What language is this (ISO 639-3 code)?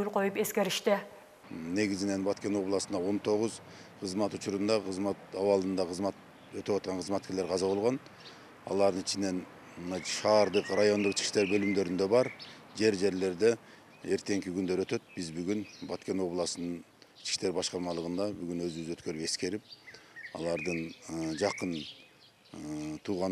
kir